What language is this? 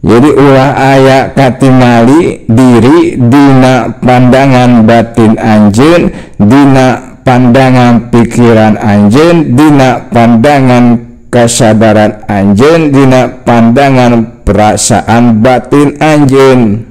Sundanese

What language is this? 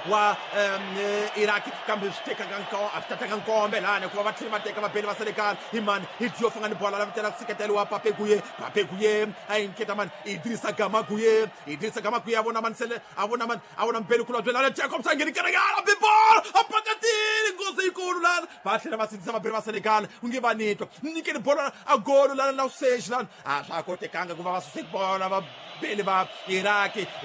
Tsonga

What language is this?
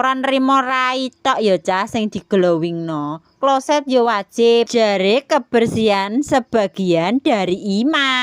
Javanese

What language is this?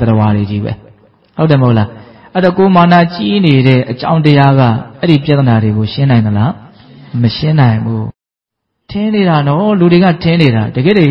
Burmese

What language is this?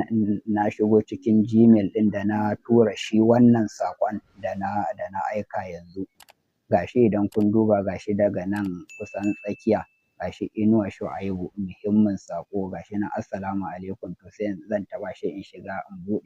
Hausa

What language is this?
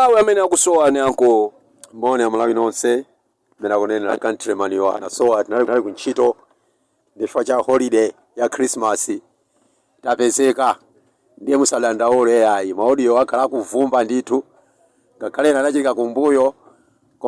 Nyanja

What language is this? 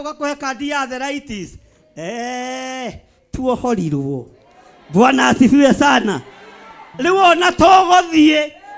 Kikuyu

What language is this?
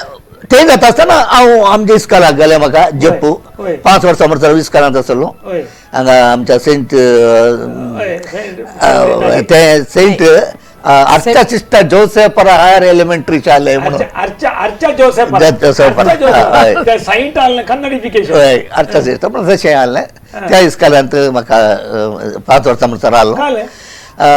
Konkani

